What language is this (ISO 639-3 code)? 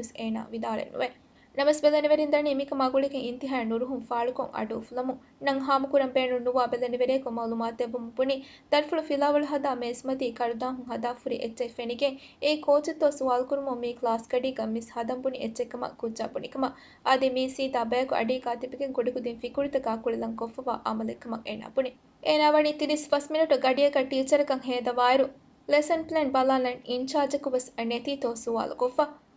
div